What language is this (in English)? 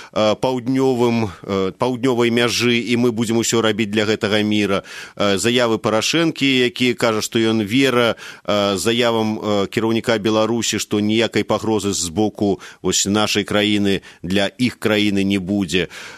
Belarusian